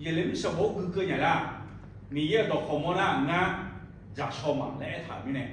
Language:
Akha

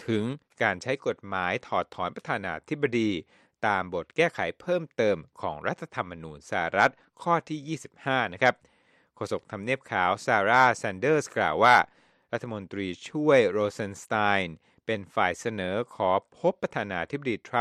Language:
Thai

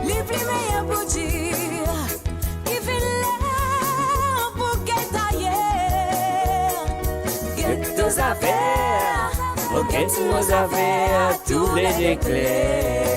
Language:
Morisyen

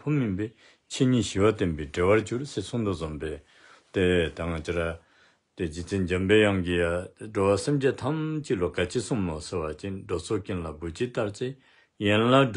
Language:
Dzongkha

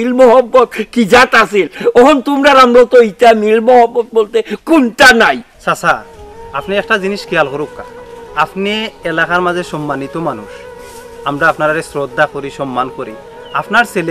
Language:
Sylheti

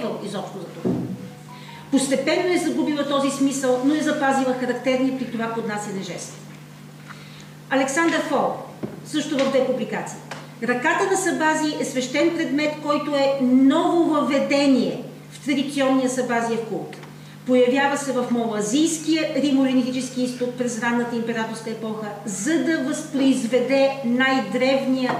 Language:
Bulgarian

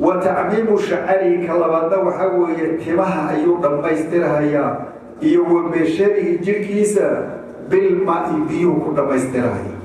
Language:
Somali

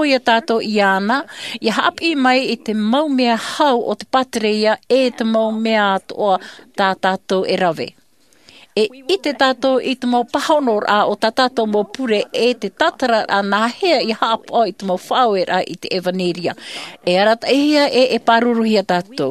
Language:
Tahitian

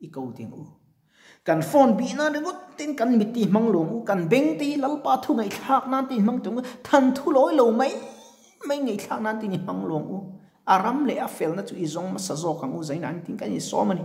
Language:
Mizo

